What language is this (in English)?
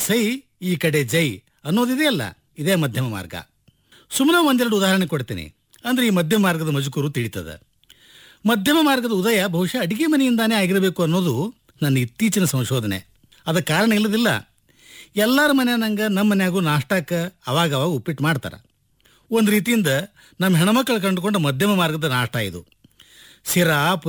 Kannada